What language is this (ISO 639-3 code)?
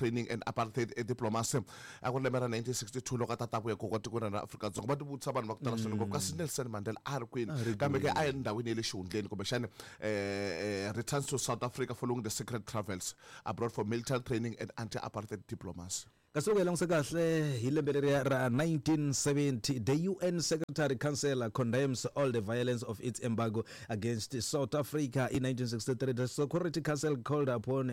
tso